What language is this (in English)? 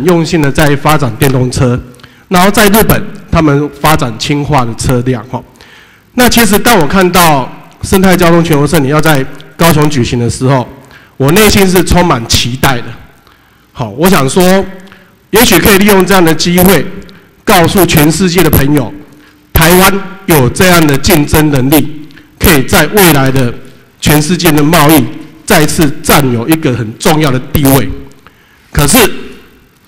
Chinese